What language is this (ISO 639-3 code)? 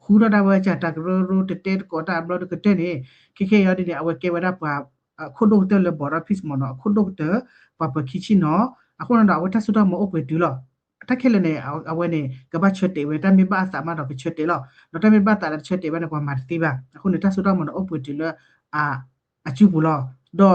ksw